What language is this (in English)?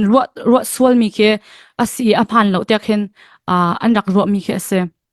Hakha Chin